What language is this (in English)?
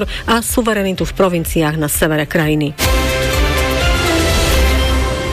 Slovak